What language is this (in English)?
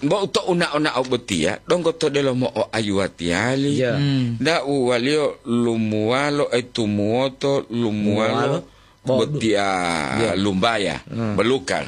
Gorontalo